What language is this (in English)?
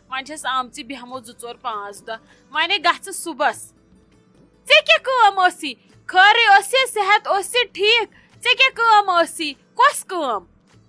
Kashmiri